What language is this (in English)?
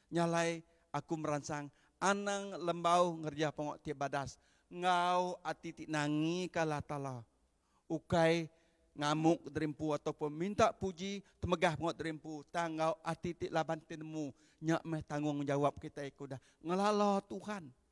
Iban